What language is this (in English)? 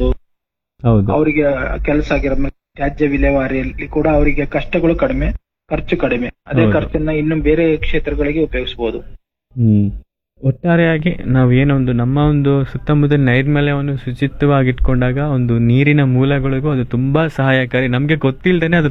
Kannada